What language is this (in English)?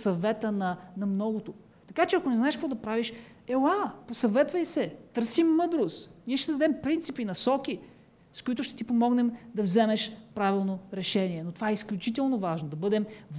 Bulgarian